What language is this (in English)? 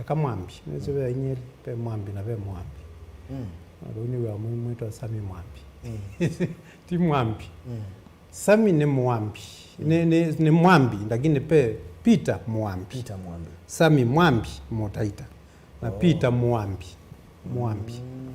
Kamba